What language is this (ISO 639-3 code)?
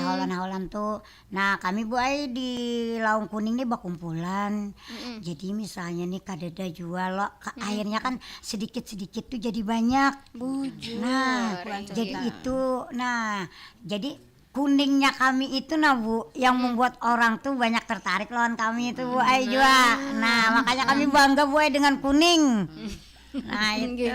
bjn